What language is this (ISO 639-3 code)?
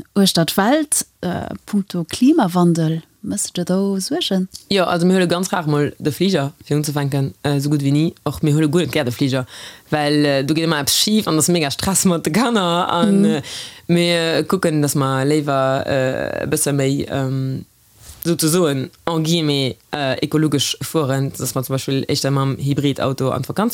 ltz